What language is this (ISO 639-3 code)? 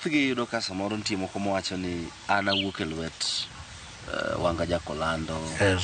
luo